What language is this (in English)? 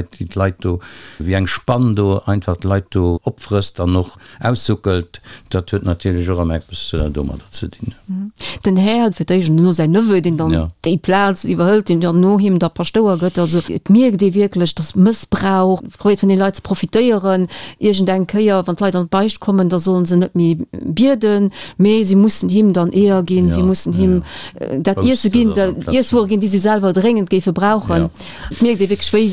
Luxembourgish